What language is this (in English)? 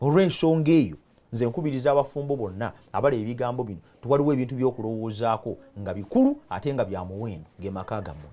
Ganda